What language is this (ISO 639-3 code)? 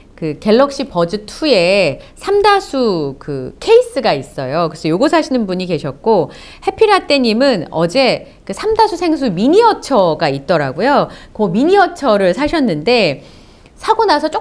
kor